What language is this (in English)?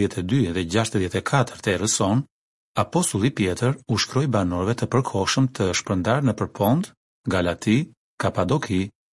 Albanian